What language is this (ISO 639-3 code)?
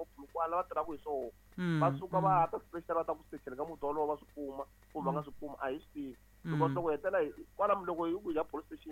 tso